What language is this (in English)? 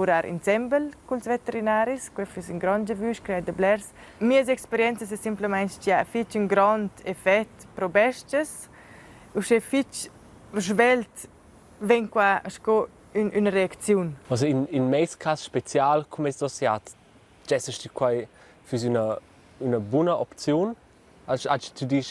Romansh